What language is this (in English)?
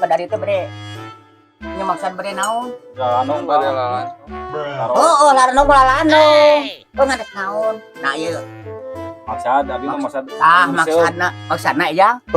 Sundanese